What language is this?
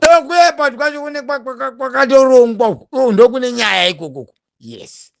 Shona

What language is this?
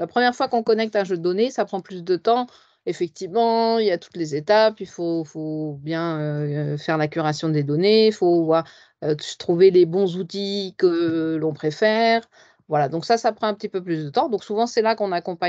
French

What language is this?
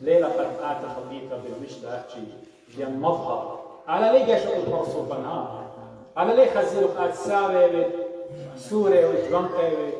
Assyrian Neo-Aramaic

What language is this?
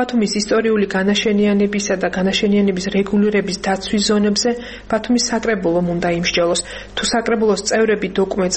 Georgian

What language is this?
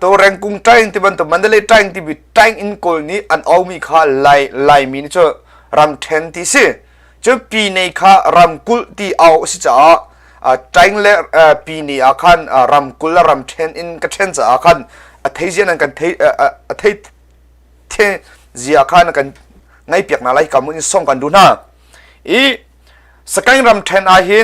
Hakha Chin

